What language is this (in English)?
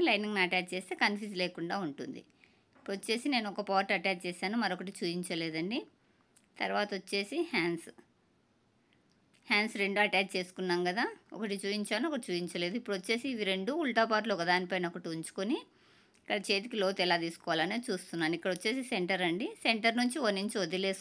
Telugu